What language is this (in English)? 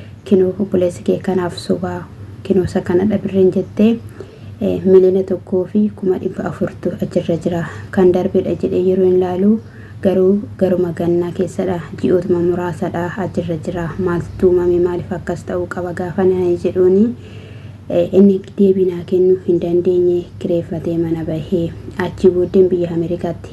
Oromo